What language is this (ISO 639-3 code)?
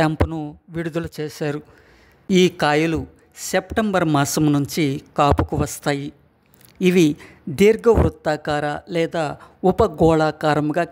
tel